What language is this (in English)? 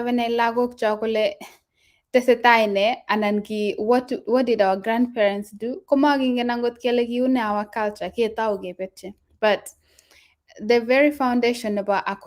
Kalenjin